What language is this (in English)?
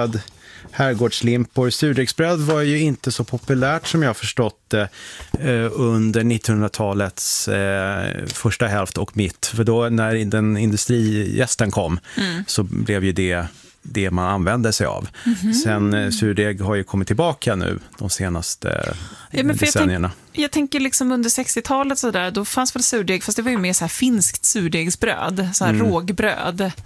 Swedish